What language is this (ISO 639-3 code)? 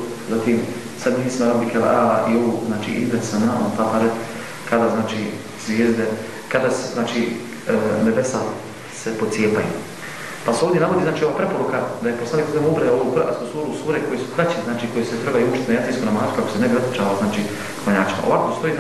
bos